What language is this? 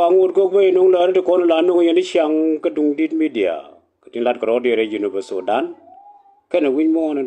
Nuer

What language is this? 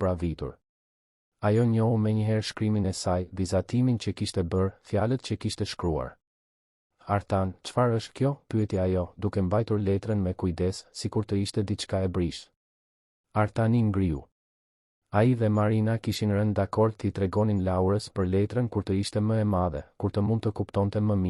Albanian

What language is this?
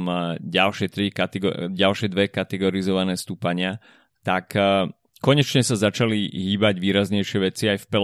Slovak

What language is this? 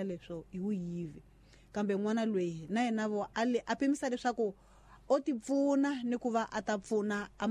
Tsonga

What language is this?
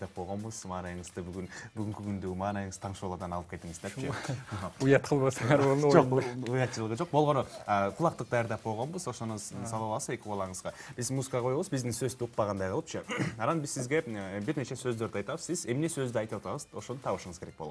Kyrgyz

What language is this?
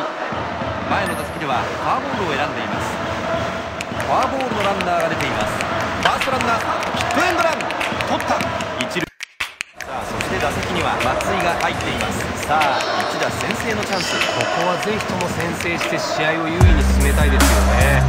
Japanese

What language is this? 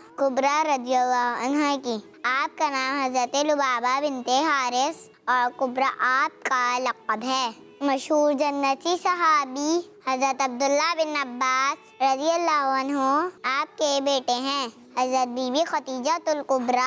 Hindi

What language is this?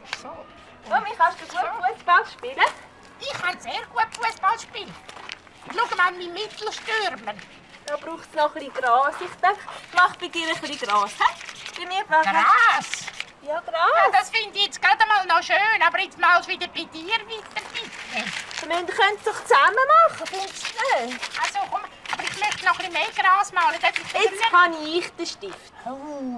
Swiss German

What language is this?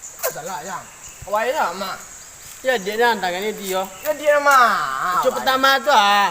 Minangkabau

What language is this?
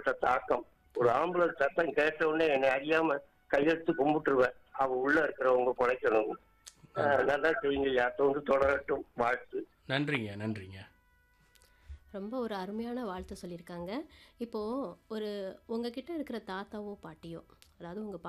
Tamil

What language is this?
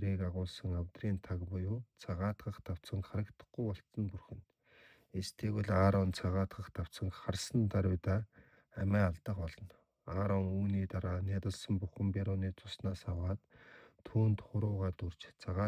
Mongolian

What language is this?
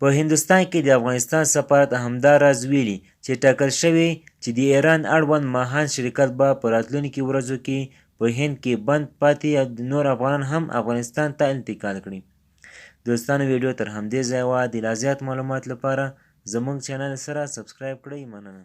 Pashto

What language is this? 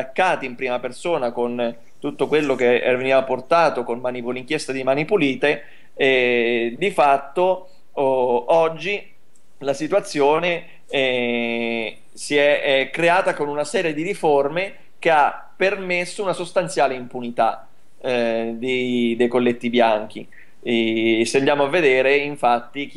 Italian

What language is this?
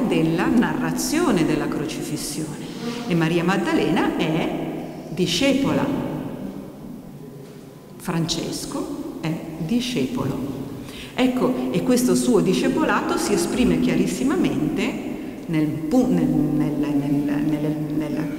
Italian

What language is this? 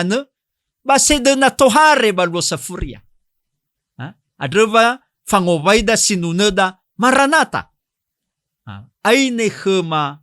Nias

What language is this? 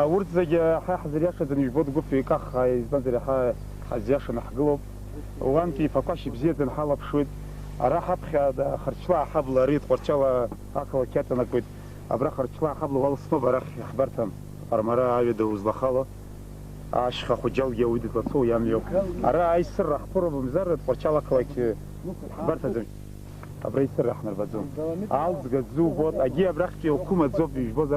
Abkhazian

